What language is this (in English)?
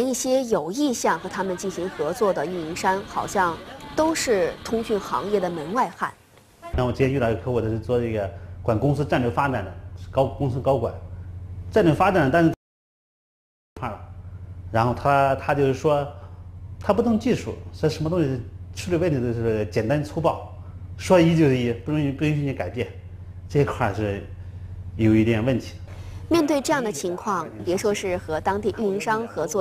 Chinese